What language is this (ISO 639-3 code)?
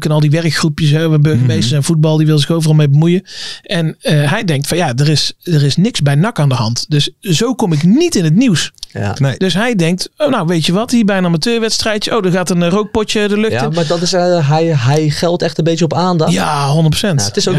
nld